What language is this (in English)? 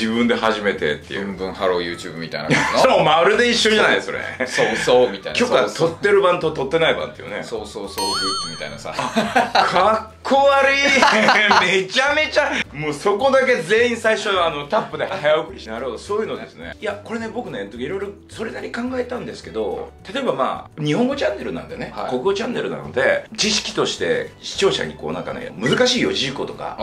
Japanese